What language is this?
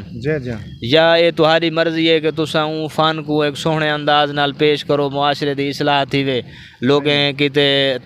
Saraiki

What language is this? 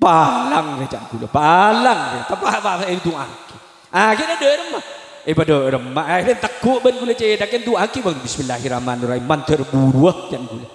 Madurese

